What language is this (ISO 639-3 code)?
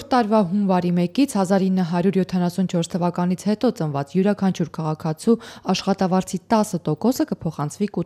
hye